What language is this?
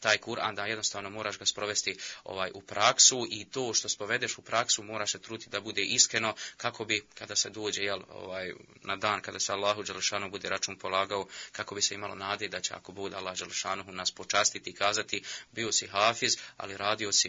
Bosnian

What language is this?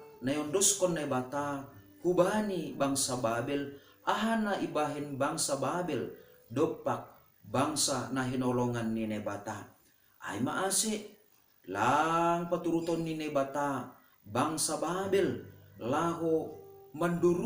Batak Simalungun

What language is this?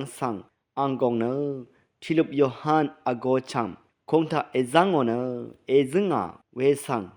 Rawang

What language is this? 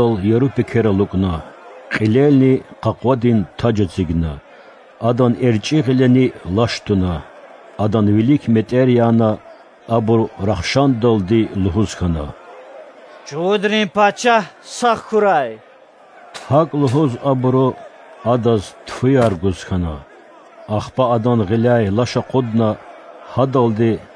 Lezghian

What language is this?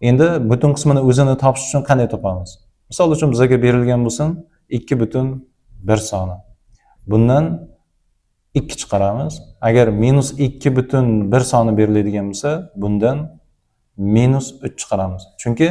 Uzbek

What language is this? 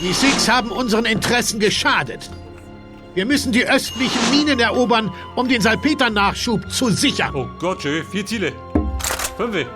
Bavarian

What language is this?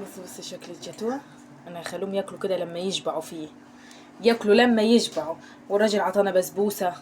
Egyptian Arabic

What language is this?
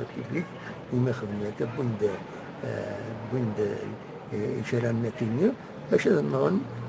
Kabyle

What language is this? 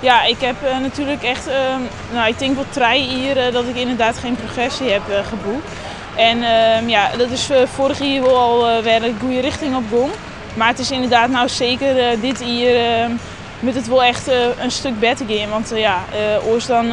Western Frisian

